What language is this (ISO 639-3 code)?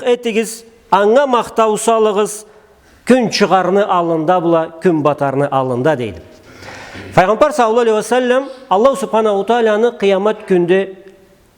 krc